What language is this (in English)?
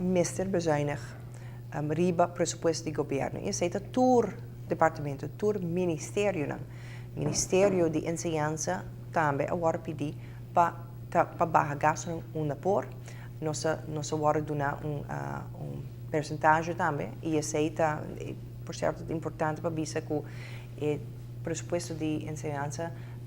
Papiamento